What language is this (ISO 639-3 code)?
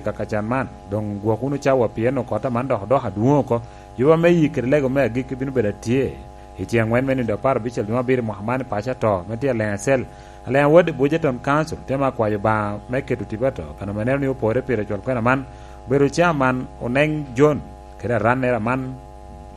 laj